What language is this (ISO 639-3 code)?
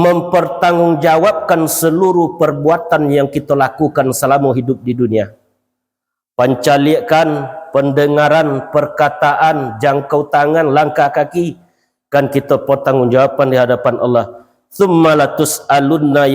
min